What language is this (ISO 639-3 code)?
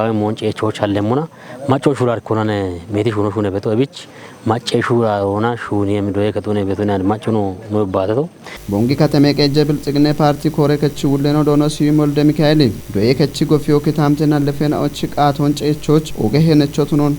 kbr